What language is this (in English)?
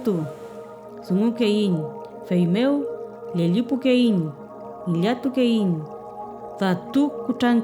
Mapuche